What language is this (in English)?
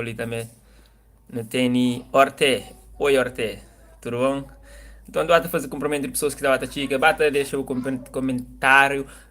Kabuverdianu